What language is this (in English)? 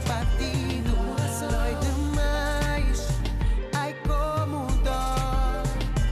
Kabuverdianu